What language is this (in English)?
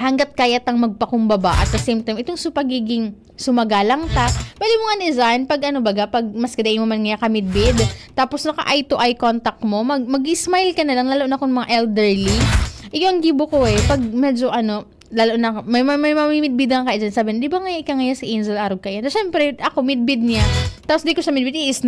Bikol